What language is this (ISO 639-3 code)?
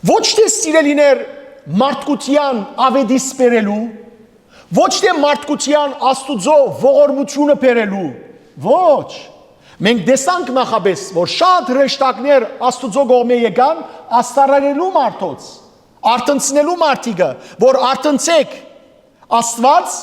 hyw